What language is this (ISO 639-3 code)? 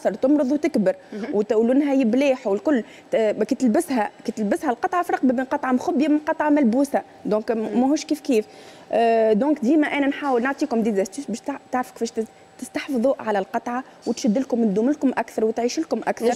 aeb